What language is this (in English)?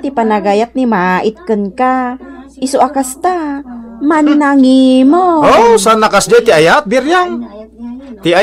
Iloko